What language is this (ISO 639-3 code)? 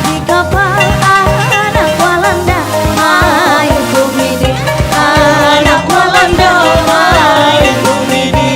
bjn